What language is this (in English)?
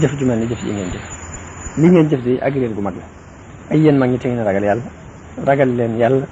Wolof